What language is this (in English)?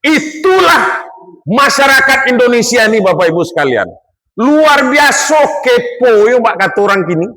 Minangkabau